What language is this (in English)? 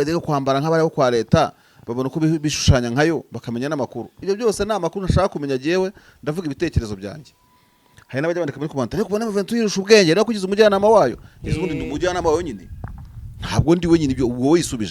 Kinyarwanda